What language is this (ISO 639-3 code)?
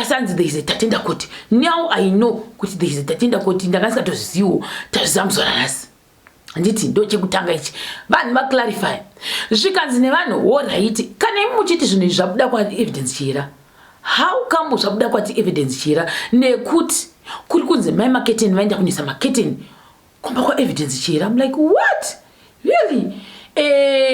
sna